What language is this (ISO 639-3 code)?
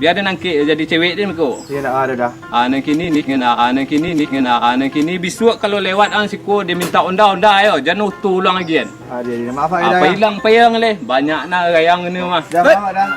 min